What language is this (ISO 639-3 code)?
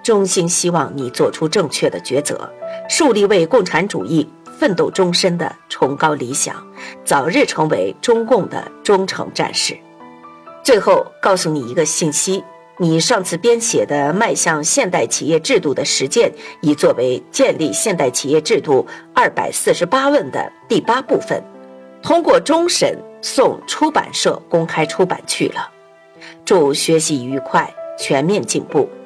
zho